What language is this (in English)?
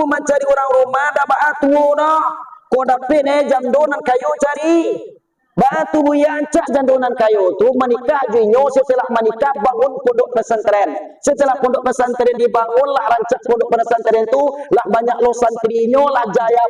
Minangkabau